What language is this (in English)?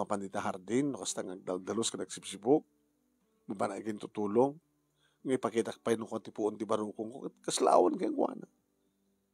Iloko